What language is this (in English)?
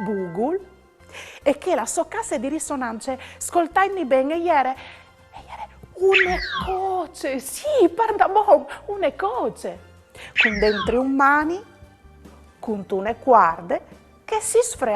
Friulian